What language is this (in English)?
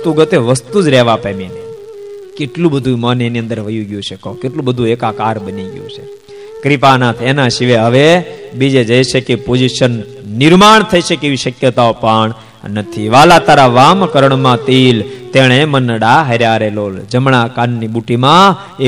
Gujarati